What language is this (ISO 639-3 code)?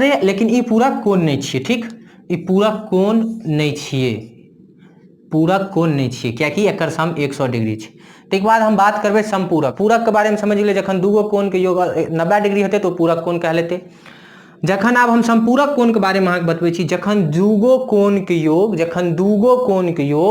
mai